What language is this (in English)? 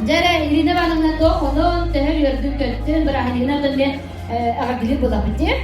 Yakut